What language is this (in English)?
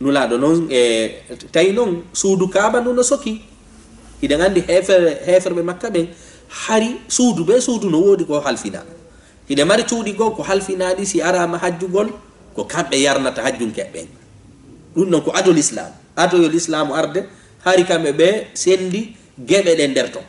Fula